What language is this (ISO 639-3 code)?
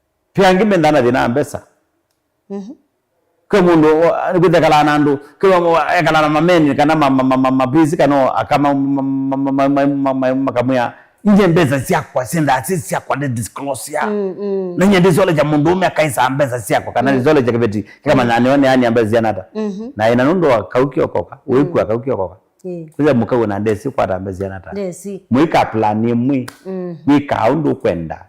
kam